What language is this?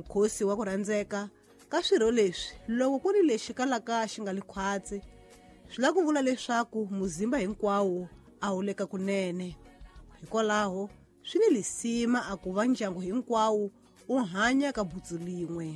Tsonga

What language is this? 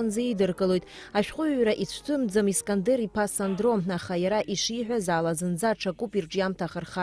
Abkhazian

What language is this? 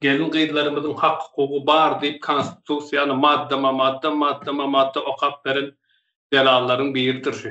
Turkmen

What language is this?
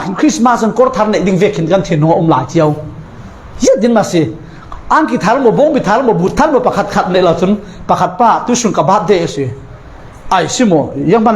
Falam Chin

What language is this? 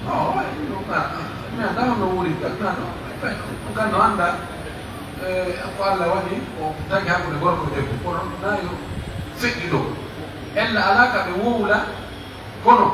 Pular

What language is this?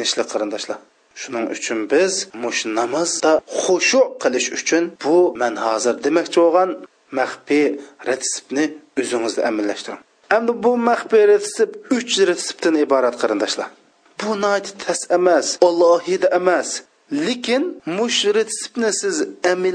Uyghur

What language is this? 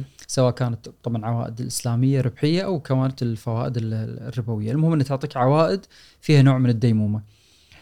Gulf Arabic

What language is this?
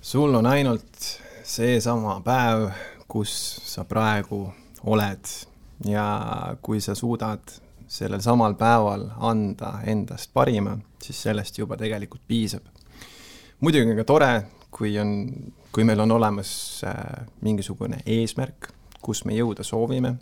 Estonian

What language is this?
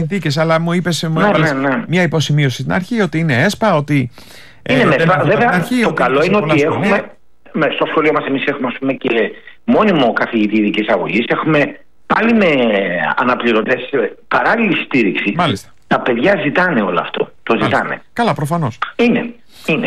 Greek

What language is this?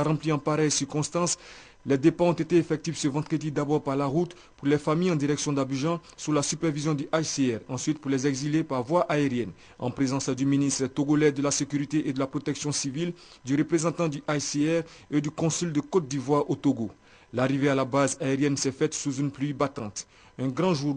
French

